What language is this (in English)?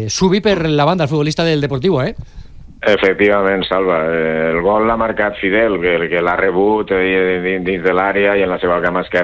Catalan